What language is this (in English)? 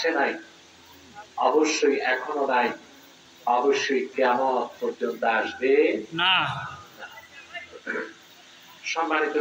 Bangla